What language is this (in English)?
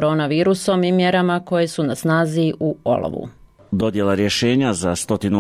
Bosnian